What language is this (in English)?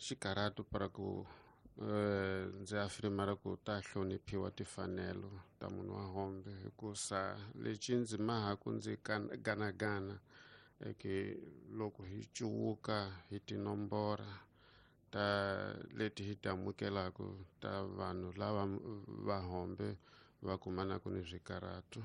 Tsonga